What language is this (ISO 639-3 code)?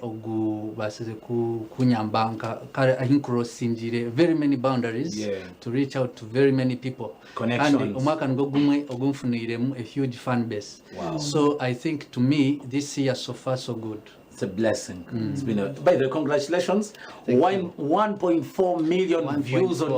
nyn